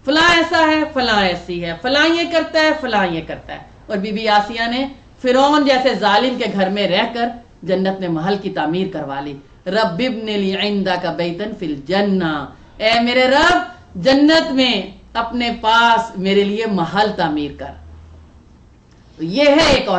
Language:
Urdu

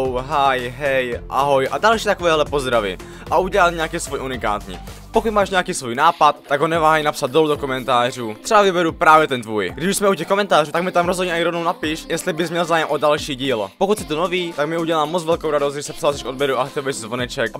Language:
Czech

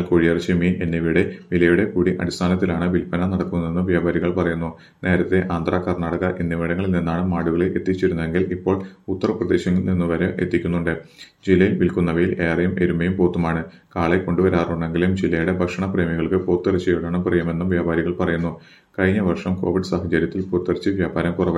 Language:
Malayalam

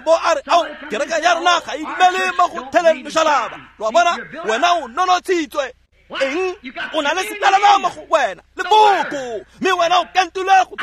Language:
Tswana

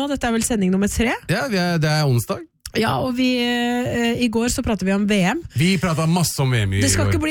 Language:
Norwegian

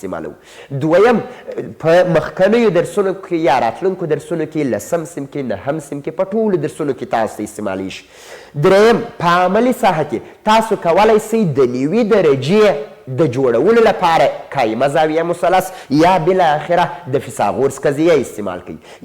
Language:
Pashto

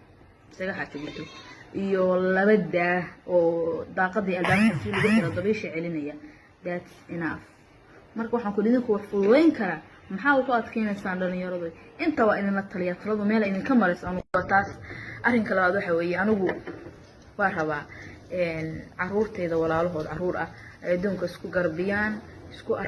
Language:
Somali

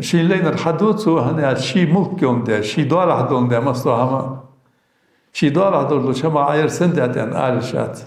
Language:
Ingush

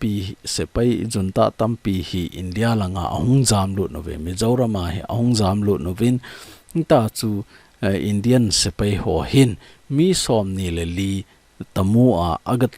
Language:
Thado Chin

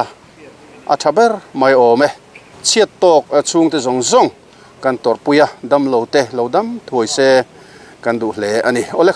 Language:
Mizo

